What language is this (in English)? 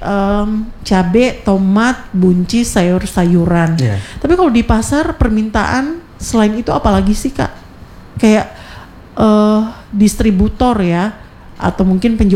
Indonesian